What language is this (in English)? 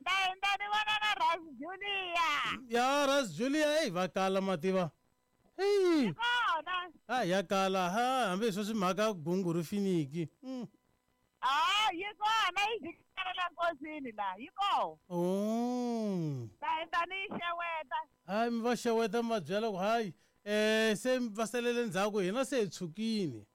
Tsonga